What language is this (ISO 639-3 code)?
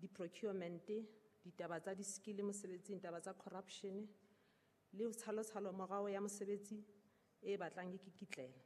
sot